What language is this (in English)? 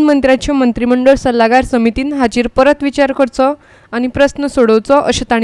Konkani